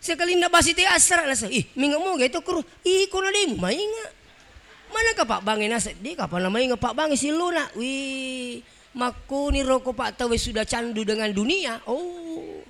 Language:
Buginese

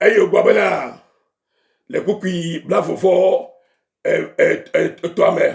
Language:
Ewe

